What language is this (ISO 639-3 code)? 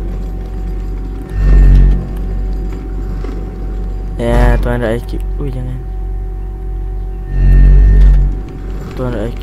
msa